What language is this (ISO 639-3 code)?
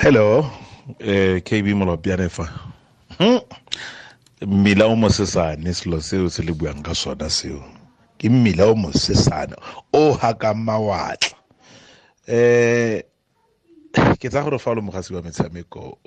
tsn